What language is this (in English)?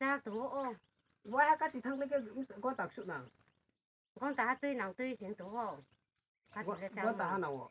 Riang (India)